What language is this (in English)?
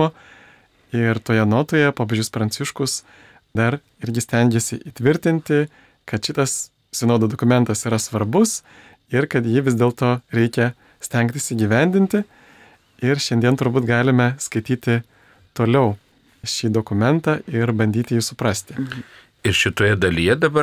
Lithuanian